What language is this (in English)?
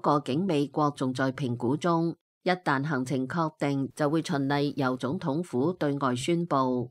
Cantonese